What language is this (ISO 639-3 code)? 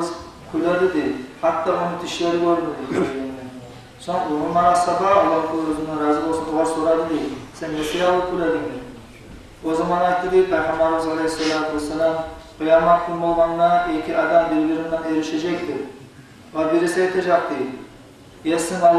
kum